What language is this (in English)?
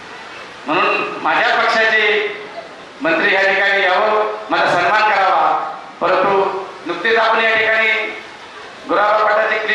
Marathi